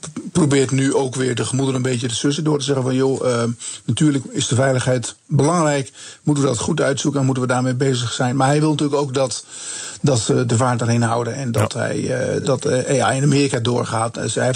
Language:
Dutch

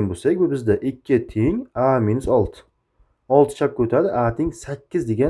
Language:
Uzbek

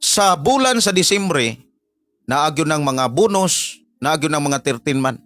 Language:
Cebuano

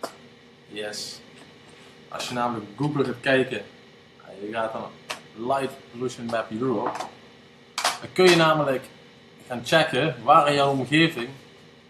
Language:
Dutch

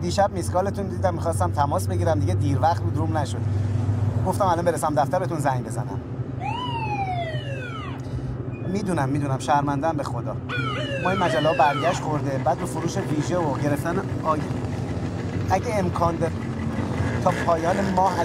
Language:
Persian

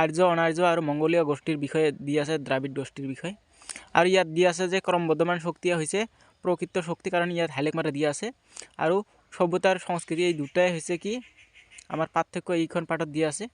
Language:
Assamese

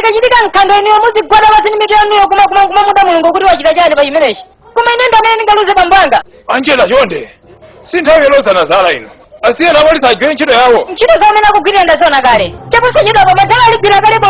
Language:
Nyanja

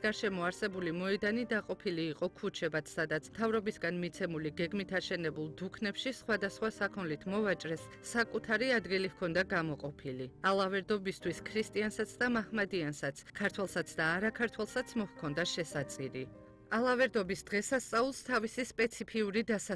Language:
Georgian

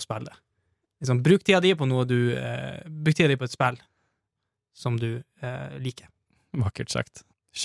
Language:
Norwegian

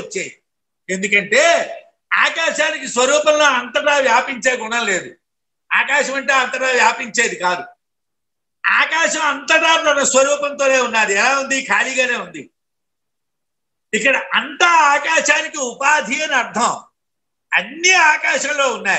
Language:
Telugu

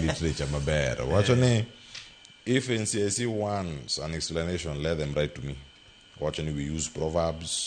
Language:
Luo (Kenya and Tanzania)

